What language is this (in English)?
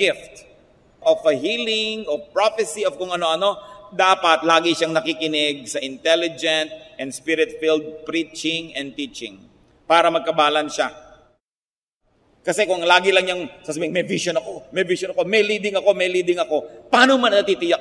Filipino